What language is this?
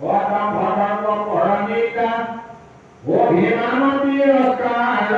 Assamese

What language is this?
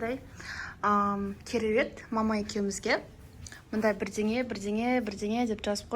Kazakh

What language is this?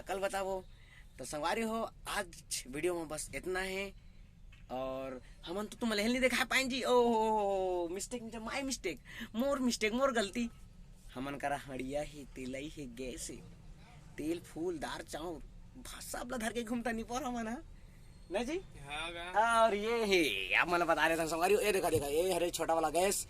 Chhattisgarhi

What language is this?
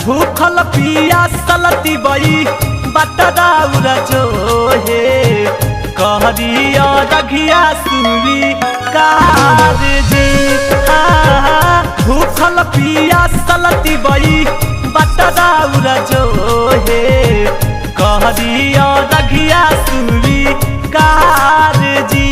Magahi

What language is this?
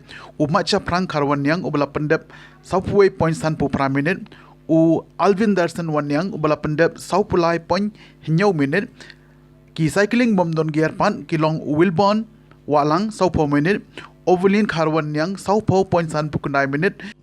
Khasi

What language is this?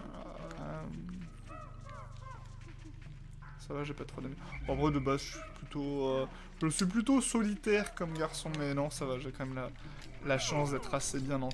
French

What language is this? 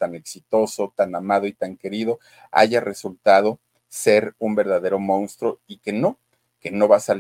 Spanish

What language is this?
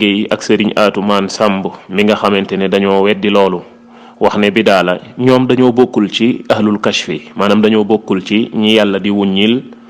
Wolof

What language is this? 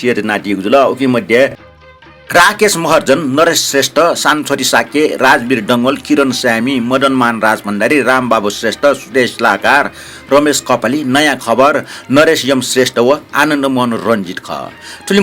Newari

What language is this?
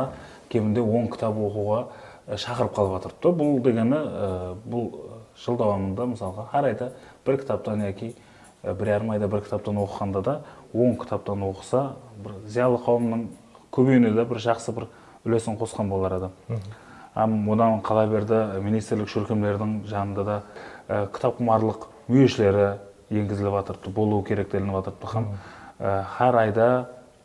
Kara-Kalpak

